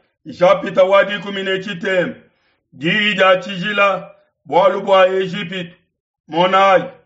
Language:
Luba-Lulua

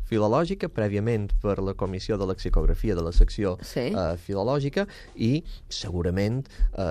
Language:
Catalan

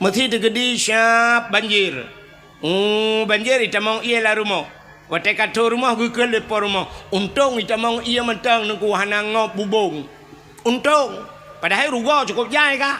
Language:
Achinese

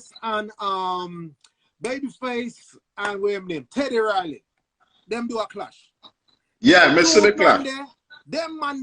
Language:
Jamaican Creole English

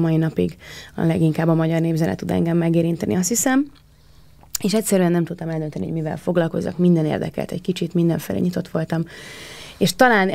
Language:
Hungarian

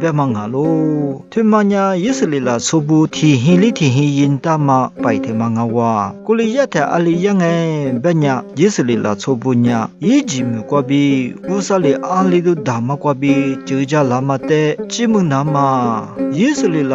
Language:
Lisu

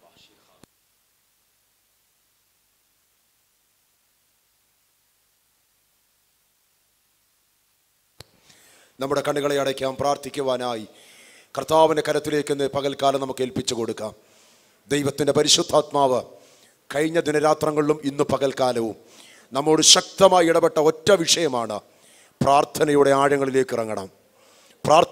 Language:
Malayalam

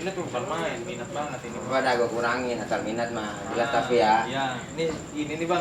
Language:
Betawi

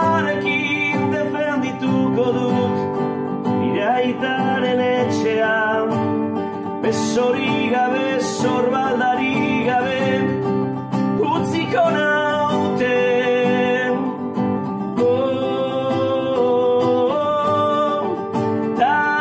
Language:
Basque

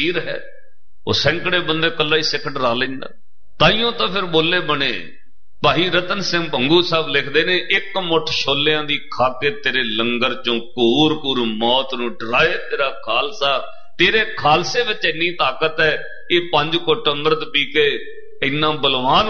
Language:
Punjabi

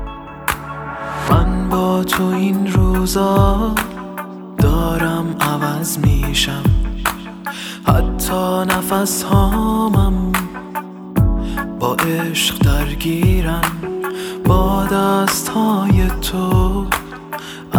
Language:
Persian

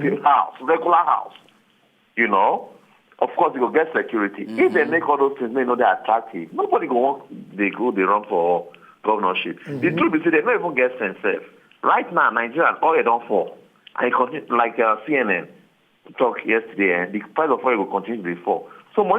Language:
Nigerian Pidgin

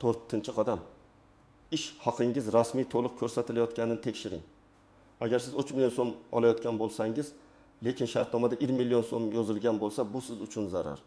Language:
Uzbek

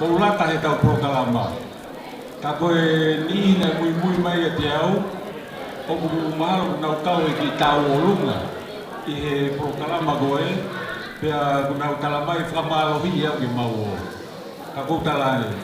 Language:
Tongan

